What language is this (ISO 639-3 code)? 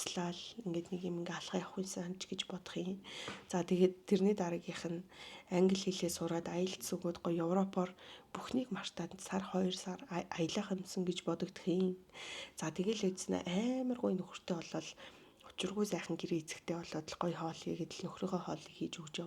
mon